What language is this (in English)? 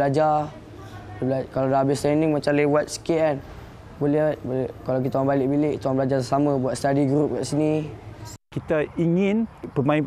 Malay